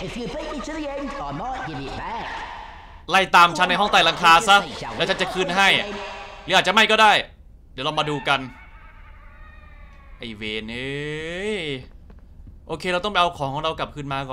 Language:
Thai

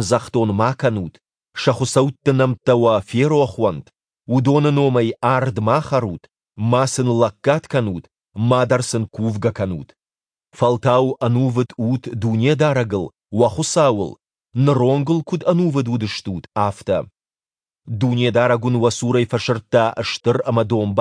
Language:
Ossetic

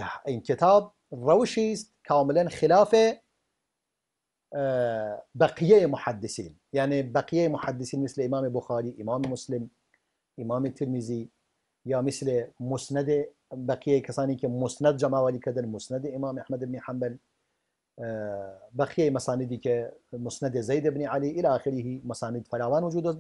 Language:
Persian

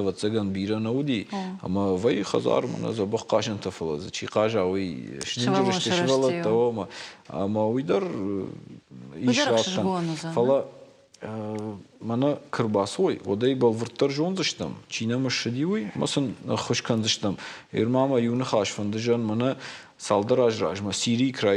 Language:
Ossetic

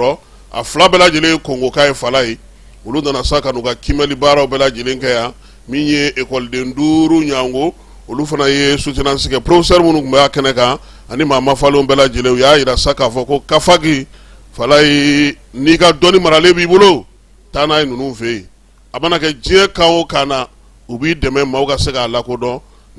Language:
Bambara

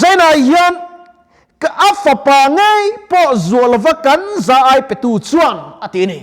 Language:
Mizo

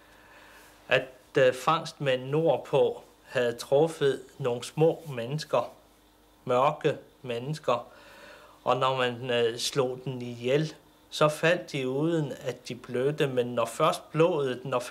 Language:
Danish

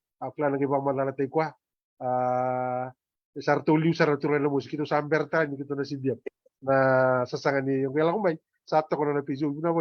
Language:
Fijian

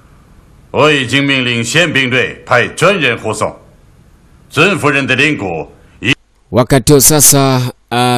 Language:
Swahili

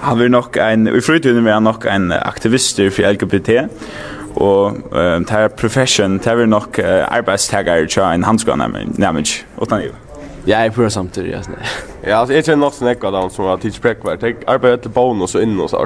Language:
Faroese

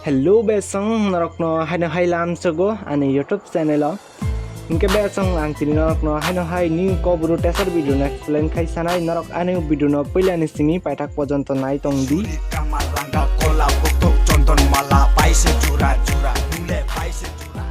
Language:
Kok Borok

